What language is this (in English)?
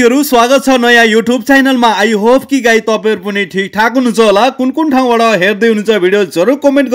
Nepali